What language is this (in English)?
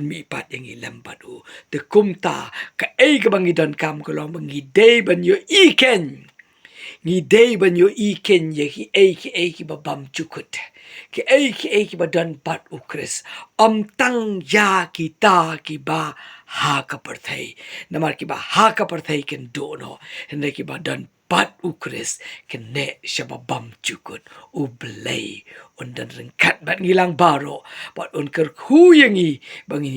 Khasi